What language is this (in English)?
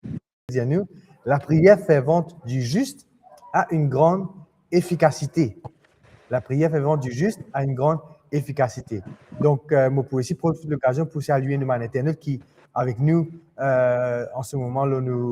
Morisyen